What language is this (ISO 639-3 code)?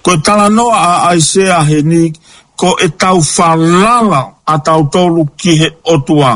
ton